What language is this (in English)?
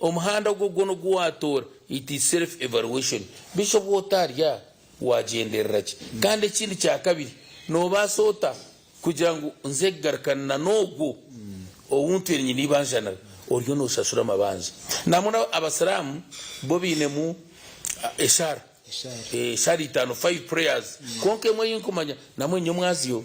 Nyankole